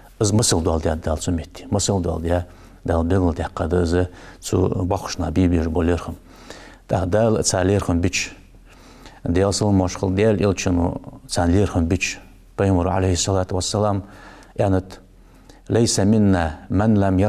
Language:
Ingush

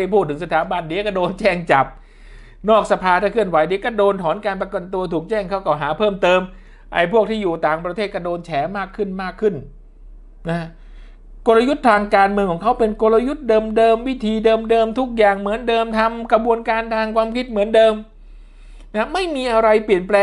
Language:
Thai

